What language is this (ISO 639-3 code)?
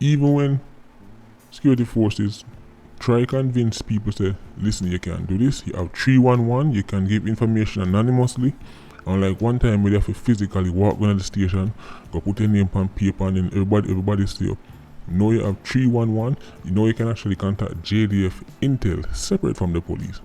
jam